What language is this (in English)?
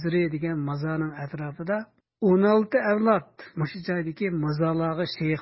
Uyghur